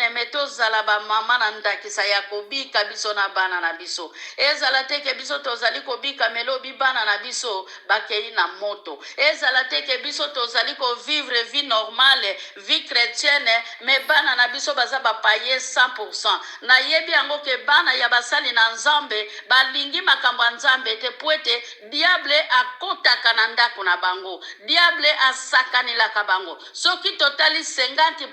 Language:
Lingala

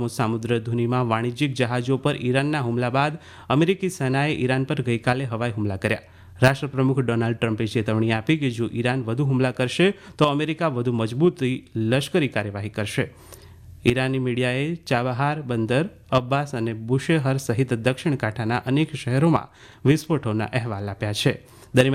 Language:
Gujarati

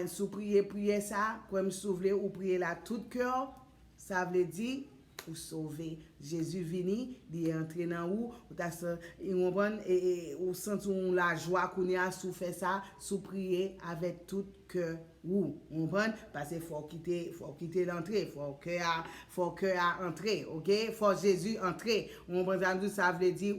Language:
Haitian Creole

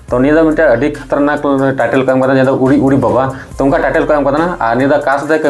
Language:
Santali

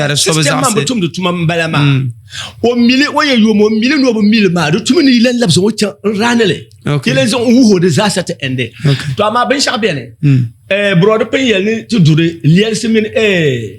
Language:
Dagbani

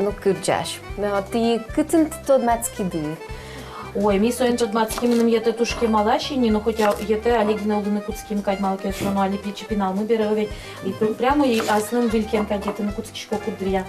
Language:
Udmurt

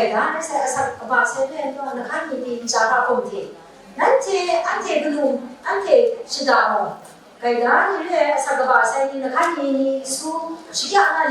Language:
Kachin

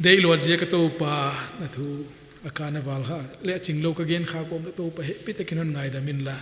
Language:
Paite Chin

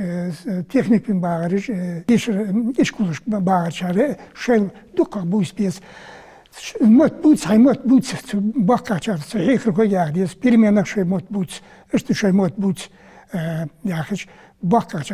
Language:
Ingush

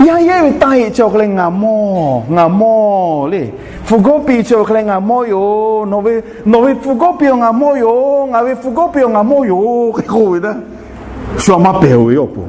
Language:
Lahu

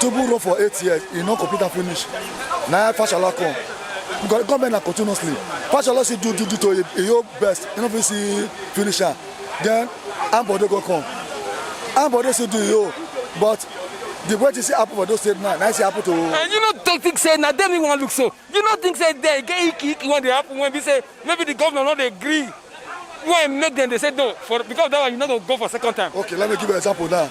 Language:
Nigerian Pidgin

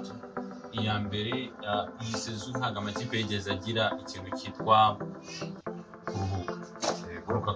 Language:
Kinyarwanda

